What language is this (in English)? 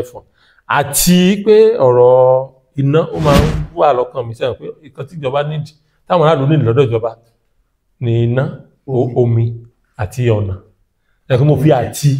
Yoruba